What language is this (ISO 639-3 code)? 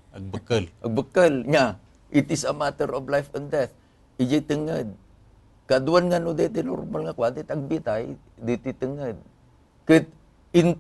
ilo